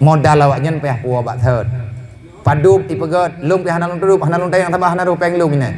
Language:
Achinese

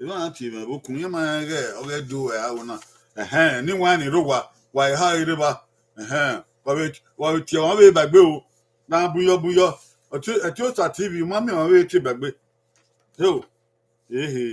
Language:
Bini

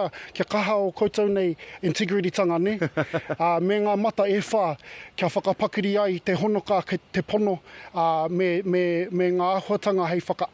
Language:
Māori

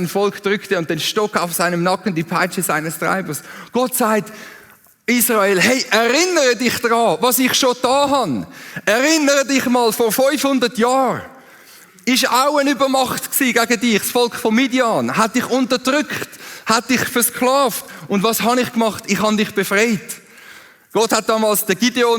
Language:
Swiss German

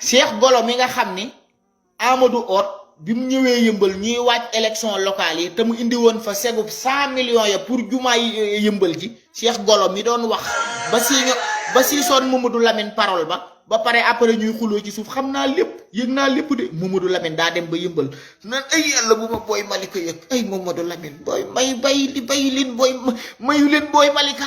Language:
Wolof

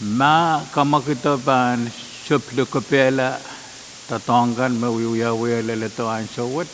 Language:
Pohnpeian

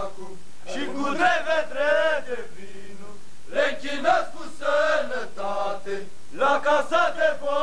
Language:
Romanian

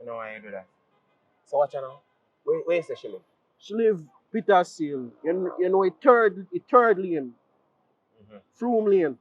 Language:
Jamaican Creole English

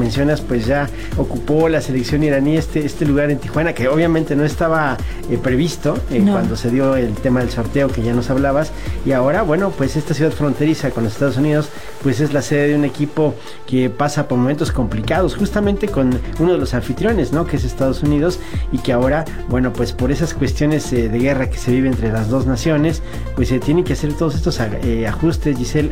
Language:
Spanish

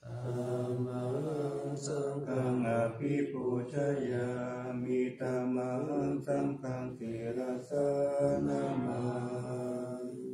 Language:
Pali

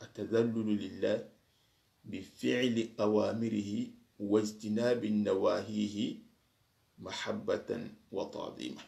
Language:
Soninke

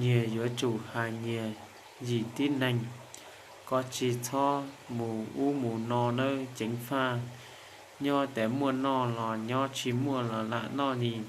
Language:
Hmong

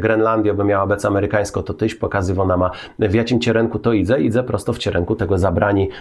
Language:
Kashubian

